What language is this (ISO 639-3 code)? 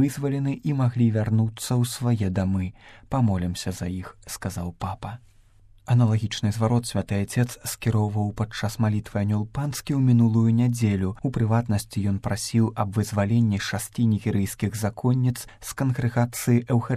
bel